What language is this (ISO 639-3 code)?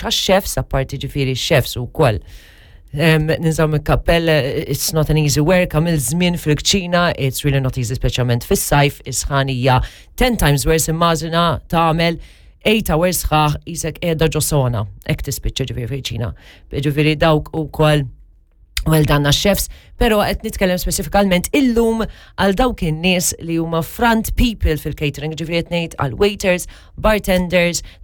mlt